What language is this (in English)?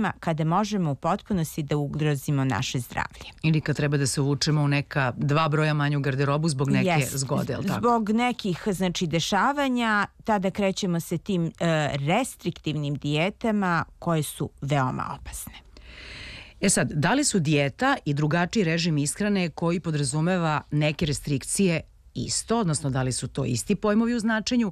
Serbian